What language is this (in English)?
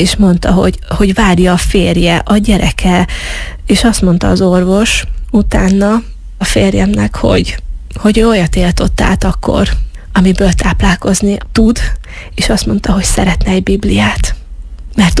Hungarian